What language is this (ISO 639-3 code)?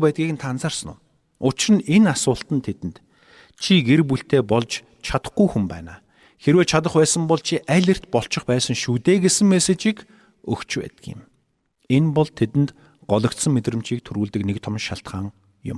mon